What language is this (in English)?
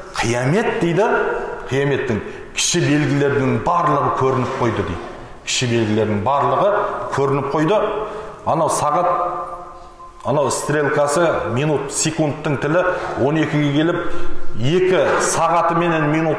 Kazakh